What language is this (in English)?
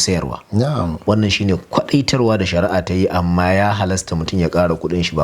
Hausa